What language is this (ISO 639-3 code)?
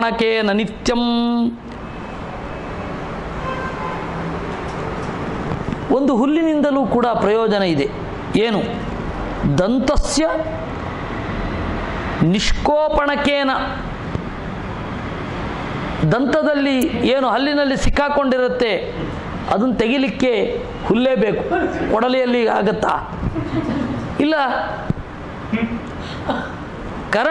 kan